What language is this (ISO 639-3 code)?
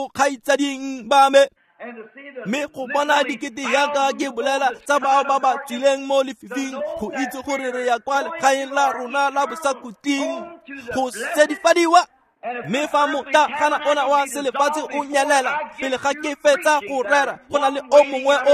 tsn